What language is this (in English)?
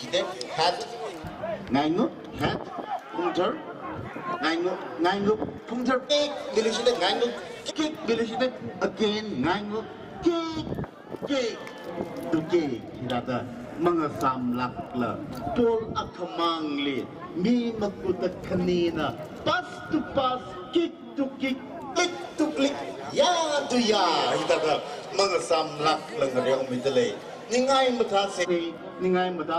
Tangkhul Naga (India)